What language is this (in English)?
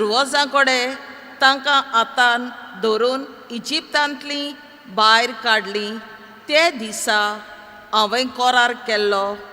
Konkani